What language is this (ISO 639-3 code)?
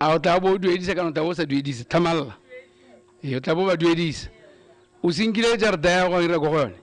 tsn